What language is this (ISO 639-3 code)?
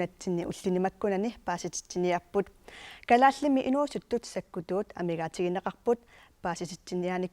kal